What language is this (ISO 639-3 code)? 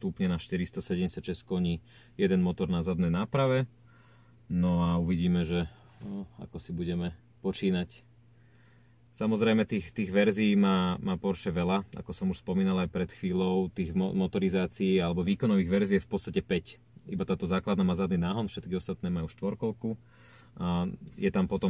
slk